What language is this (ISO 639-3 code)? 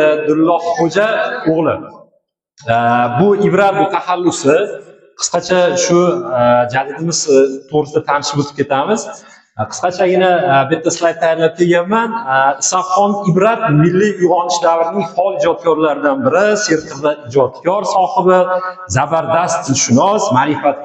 uzb